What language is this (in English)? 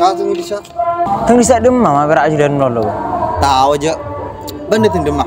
Madurese